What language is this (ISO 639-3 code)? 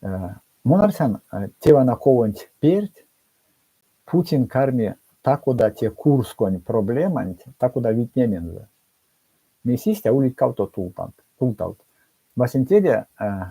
myv